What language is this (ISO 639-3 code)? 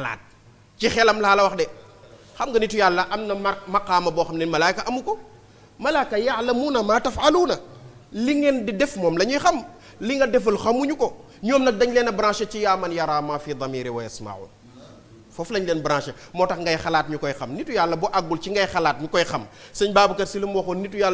wol